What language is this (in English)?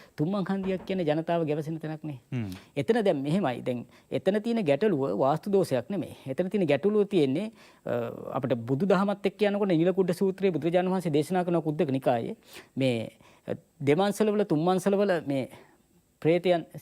Sinhala